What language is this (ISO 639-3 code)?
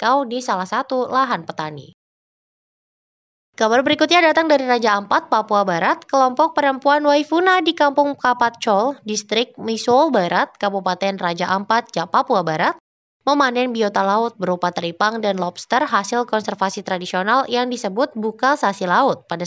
ind